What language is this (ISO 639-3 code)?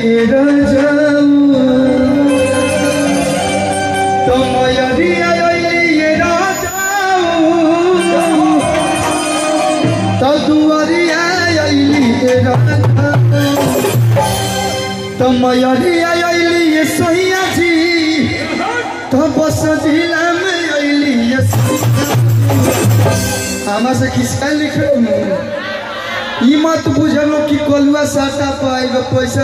bho